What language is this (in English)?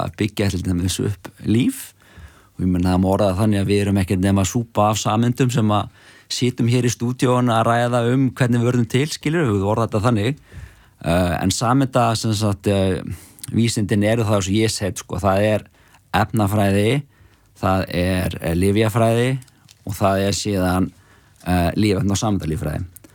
Icelandic